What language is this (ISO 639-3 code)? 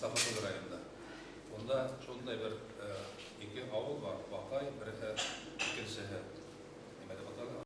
bak